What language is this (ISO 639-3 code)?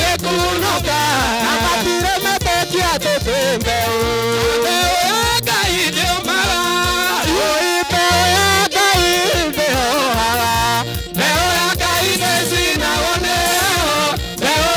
kik